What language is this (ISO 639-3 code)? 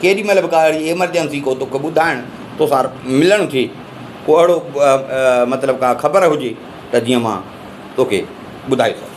snd